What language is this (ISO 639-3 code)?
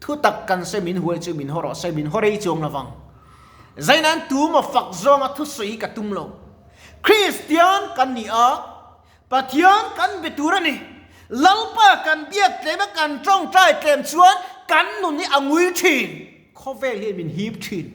lus